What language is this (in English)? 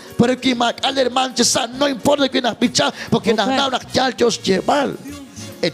Kekchí